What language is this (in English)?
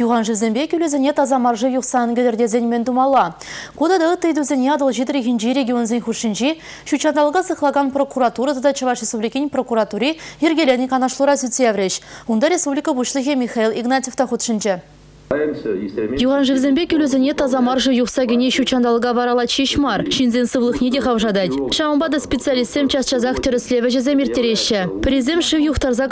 Chuvash